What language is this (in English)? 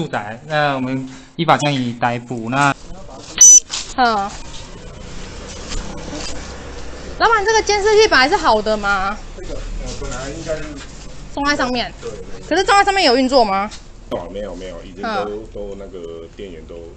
Chinese